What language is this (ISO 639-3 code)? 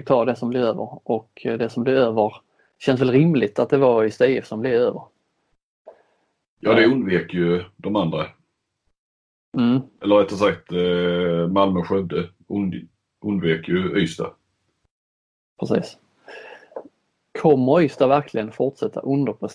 swe